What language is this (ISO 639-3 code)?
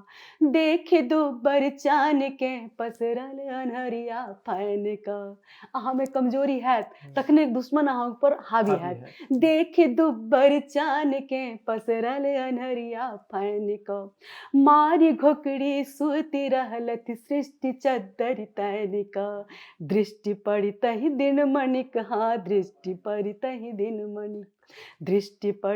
mai